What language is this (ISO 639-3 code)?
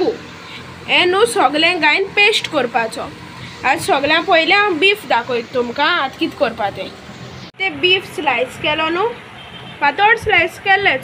kok